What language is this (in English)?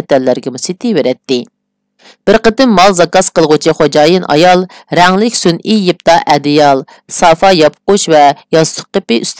Uyghur